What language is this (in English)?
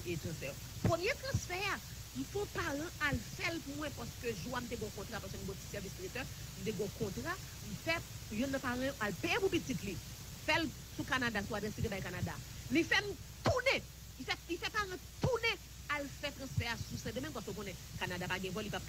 Haitian Creole